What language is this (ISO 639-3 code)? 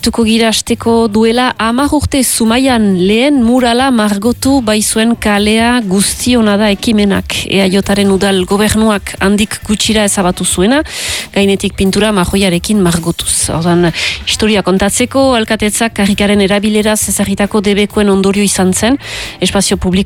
eus